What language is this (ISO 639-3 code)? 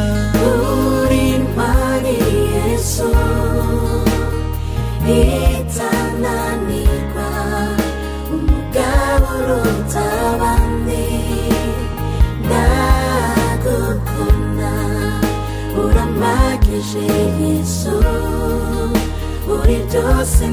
kin